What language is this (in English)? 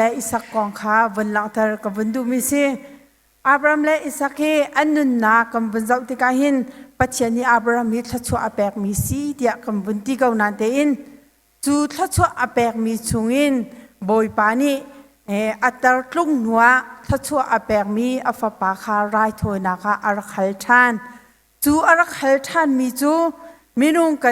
Hakha Chin